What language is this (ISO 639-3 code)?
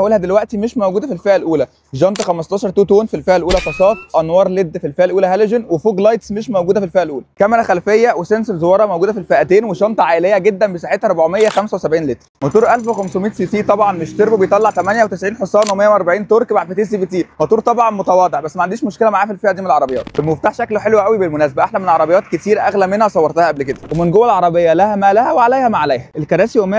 arz